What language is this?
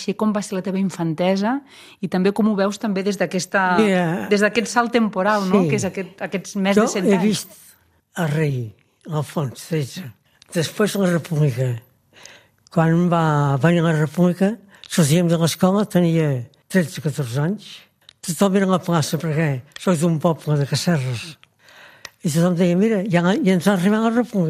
Catalan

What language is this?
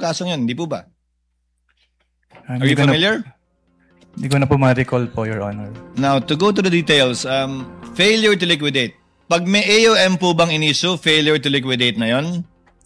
Filipino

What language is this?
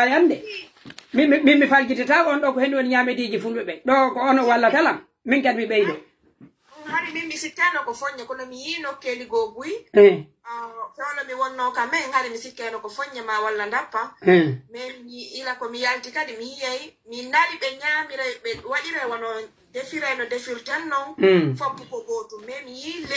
Pular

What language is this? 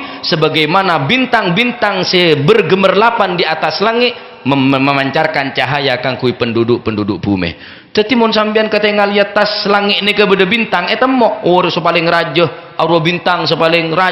Madurese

